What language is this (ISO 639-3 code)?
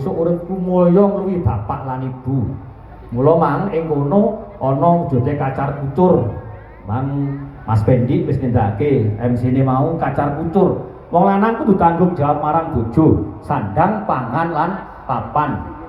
jav